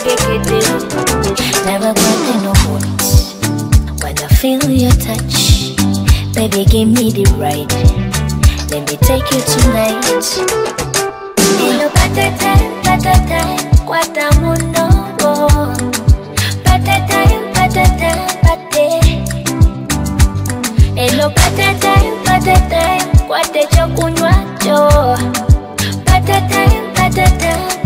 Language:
Ganda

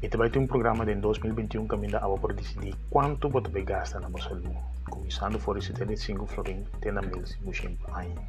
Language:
Papiamento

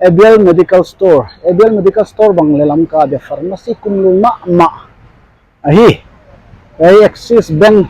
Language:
Paite Chin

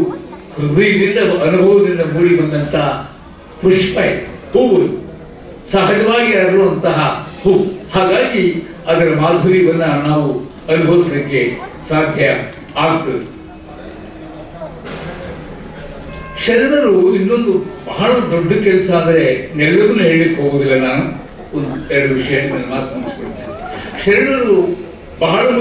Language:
Kannada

